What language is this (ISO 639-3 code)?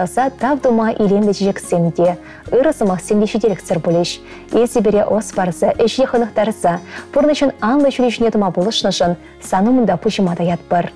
chv